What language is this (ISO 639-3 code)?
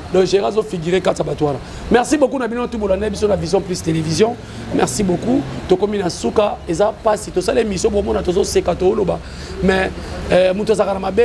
lin